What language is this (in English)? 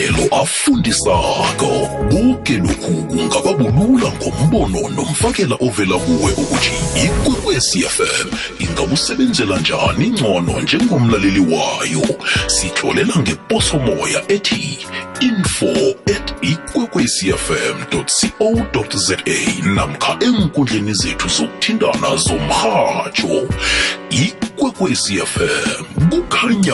South Ndebele